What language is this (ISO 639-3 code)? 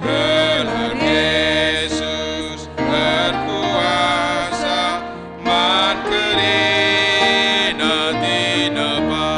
btx